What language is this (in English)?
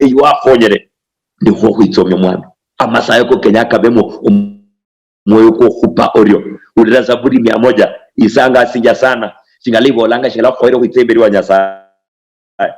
Luyia